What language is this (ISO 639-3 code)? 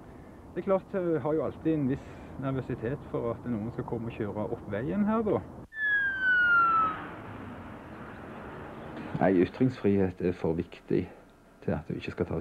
nor